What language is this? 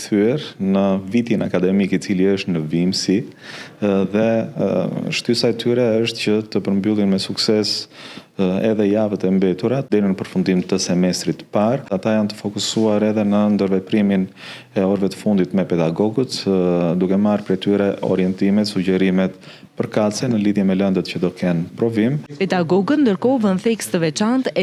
Albanian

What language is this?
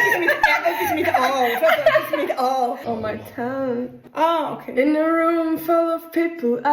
Swiss German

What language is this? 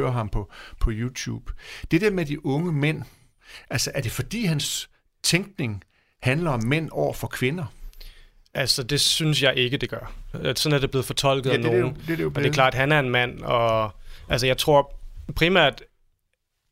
Danish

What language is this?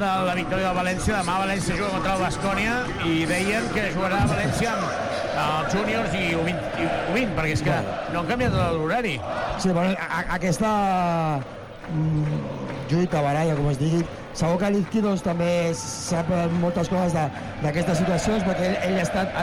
Catalan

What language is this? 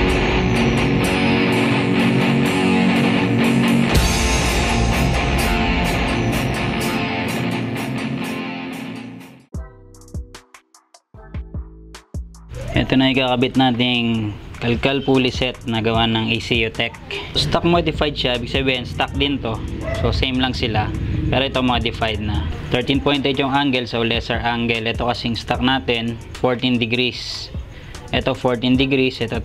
Filipino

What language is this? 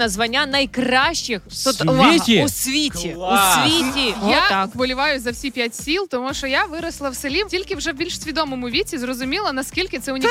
Ukrainian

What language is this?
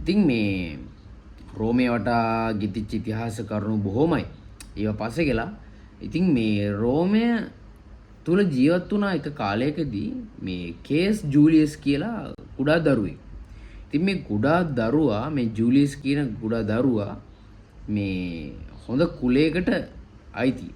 Sinhala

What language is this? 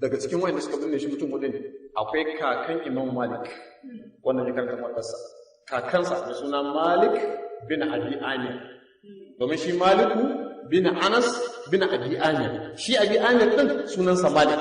Hausa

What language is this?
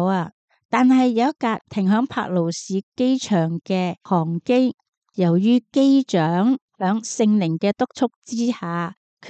Cantonese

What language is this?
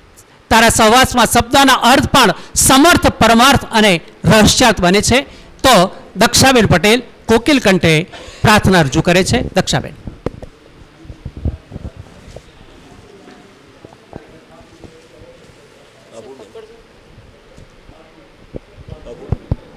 Gujarati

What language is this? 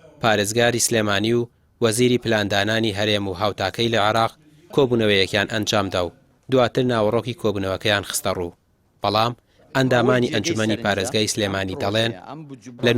Central Kurdish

